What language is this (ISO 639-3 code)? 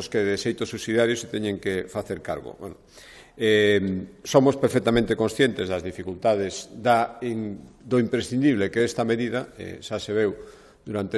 glg